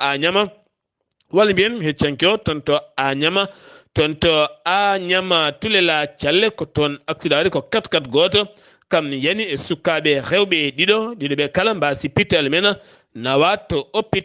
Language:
Fula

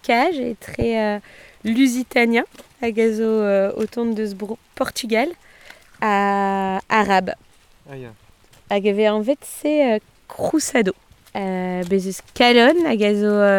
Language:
Breton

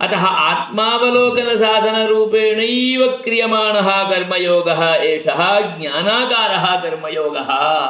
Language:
Sanskrit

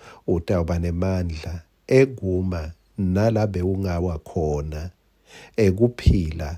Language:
Swati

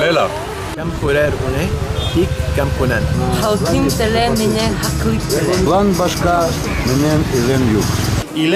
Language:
Bashkir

